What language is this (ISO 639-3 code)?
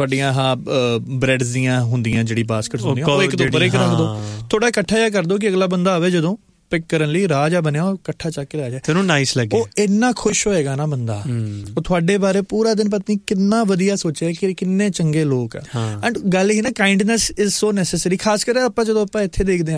pan